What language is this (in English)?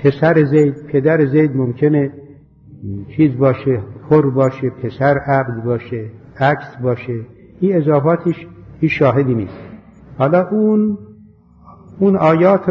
Persian